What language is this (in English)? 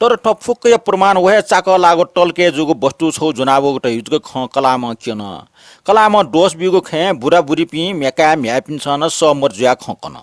Newari